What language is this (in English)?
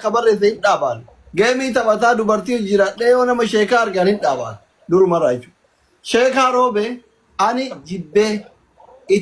Oromo